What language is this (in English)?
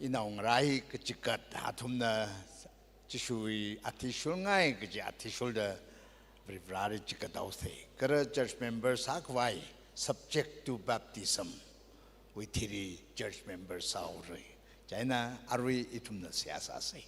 Tangkhul Naga (India)